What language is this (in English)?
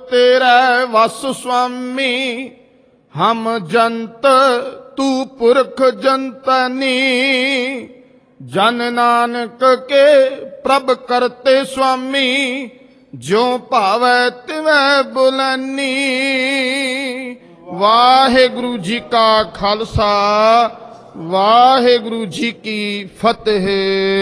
Punjabi